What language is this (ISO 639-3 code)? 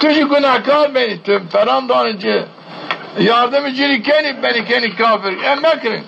zza